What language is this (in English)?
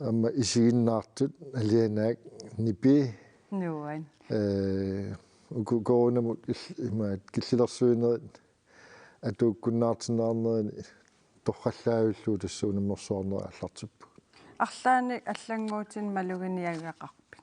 Kalaallisut